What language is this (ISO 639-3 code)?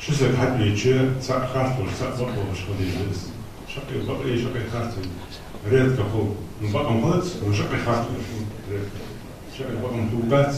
inh